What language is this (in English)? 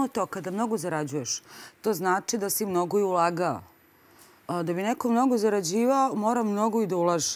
Serbian